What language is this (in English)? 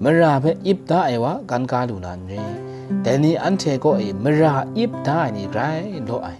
Kachin